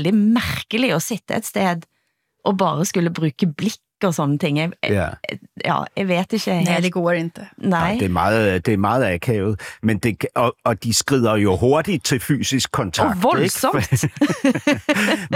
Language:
Danish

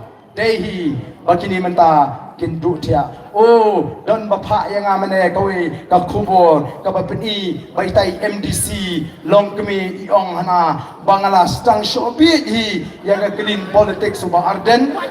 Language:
Khasi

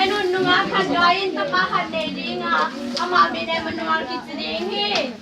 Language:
Tedim Chin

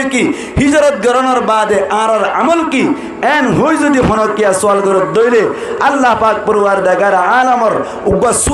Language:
Rohingya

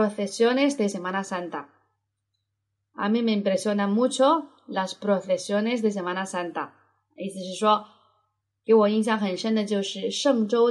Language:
Chinese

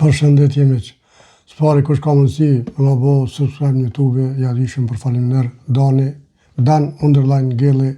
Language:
Albanian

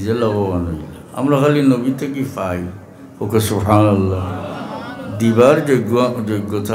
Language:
Sylheti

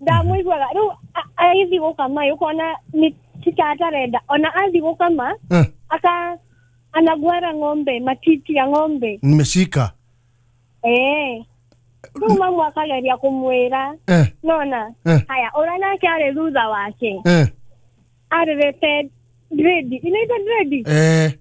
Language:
Kikuyu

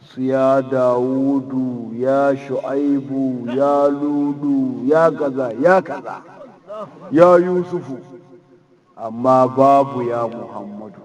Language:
Hausa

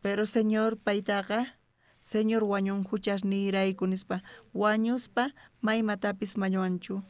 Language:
South Bolivian Quechua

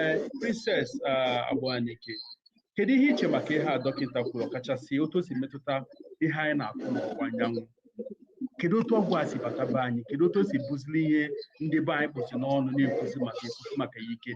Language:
Igbo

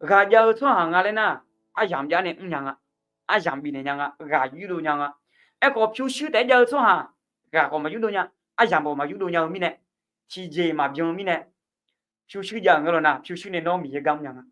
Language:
Akha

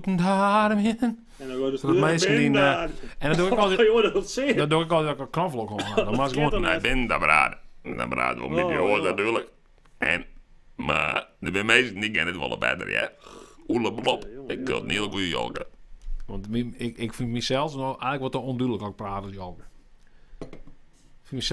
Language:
Western Frisian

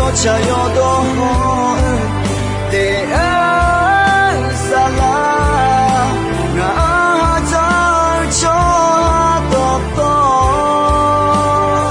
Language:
Akha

